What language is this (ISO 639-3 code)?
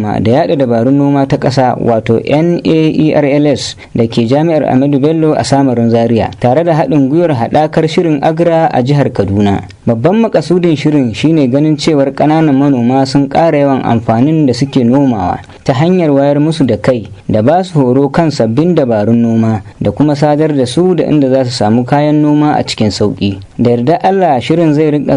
hau